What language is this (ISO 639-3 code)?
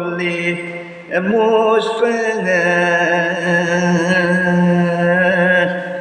ban